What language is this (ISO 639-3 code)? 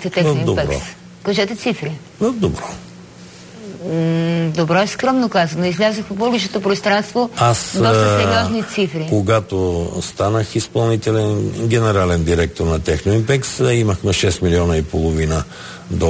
bul